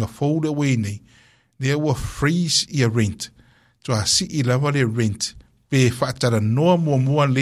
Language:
Samoan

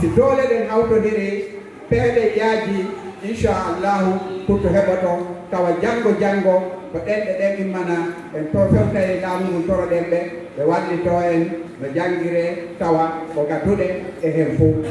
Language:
Fula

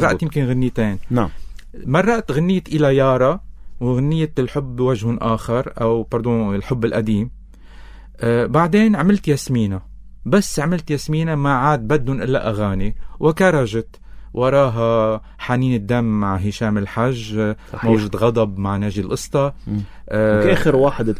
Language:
North Levantine Arabic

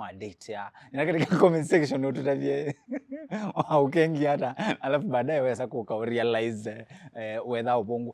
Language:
Kamba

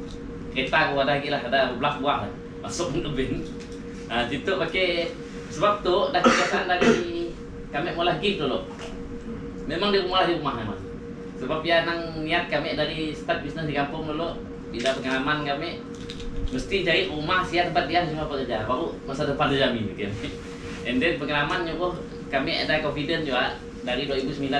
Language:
Malay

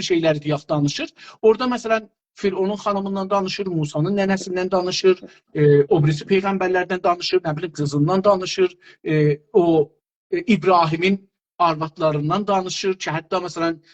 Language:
South Azerbaijani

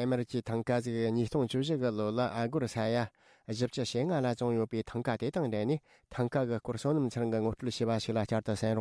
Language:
Tibetan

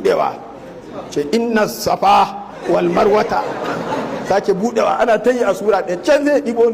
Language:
Hausa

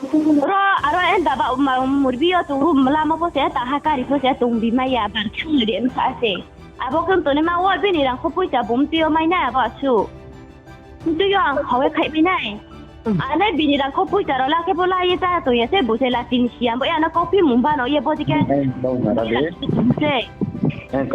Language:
Riang (India)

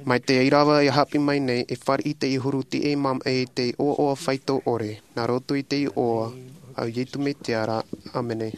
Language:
Tahitian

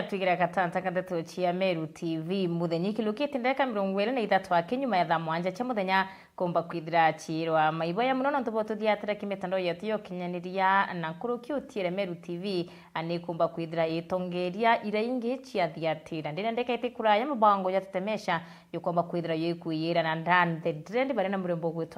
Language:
Meru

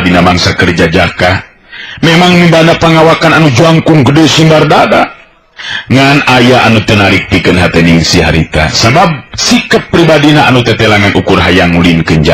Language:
Sundanese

